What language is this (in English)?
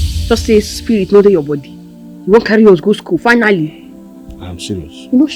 Nigerian Pidgin